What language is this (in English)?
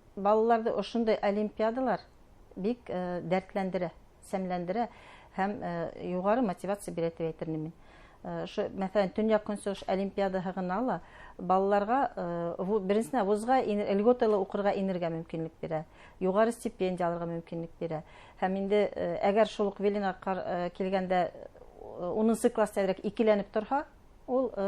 Bashkir